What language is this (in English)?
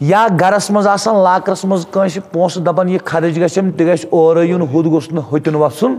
Kashmiri